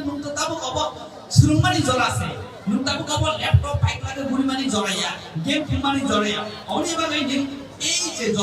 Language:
Kok Borok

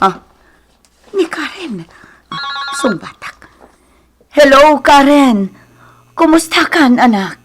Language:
Iloko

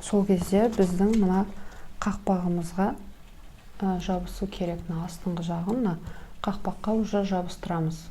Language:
Kazakh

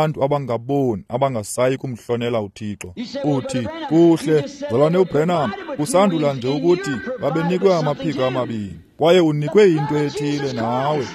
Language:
Xhosa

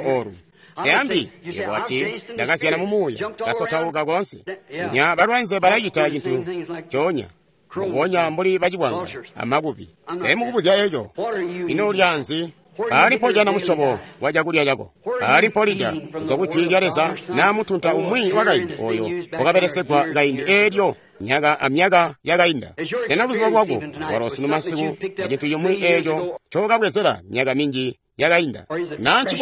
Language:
Tonga (Zambia)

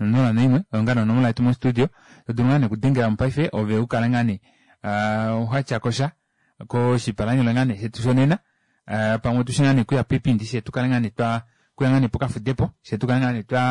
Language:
Kuanyama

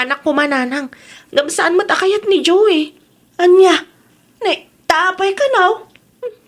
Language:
Iloko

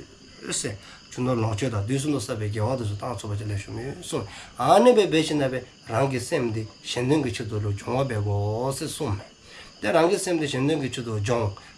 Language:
Dzongkha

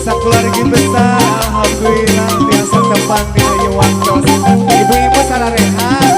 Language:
Sundanese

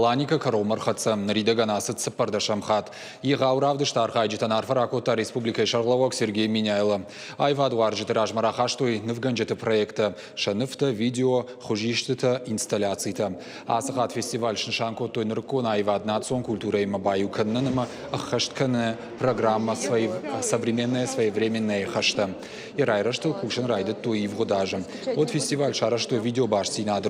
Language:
Ossetic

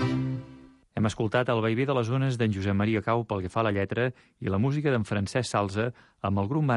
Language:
Catalan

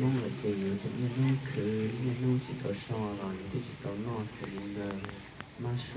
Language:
Hmong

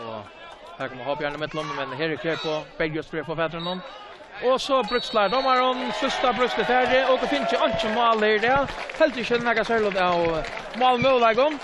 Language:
Faroese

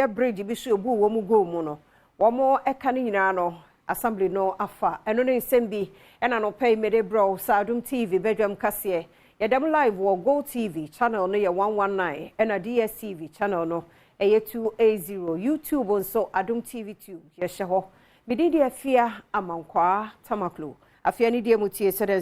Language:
Akan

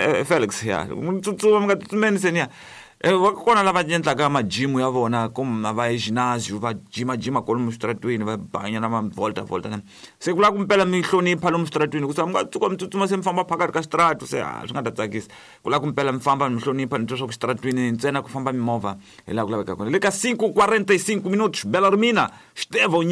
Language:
Tsonga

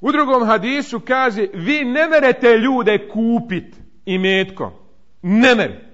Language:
Bosnian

